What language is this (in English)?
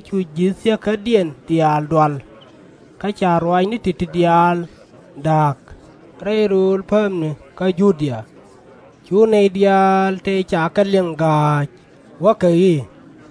Nuer